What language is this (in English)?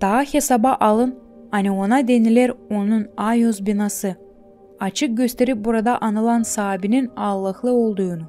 Gagauz